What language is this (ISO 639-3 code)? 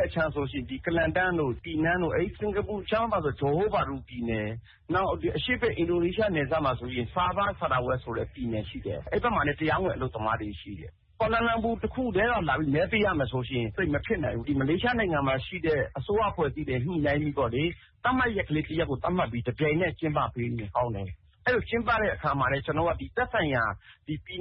mya